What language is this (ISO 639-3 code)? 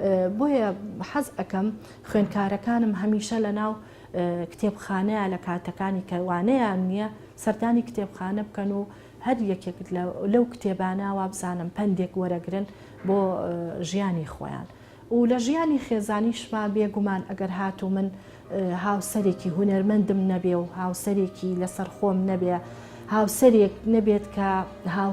ckb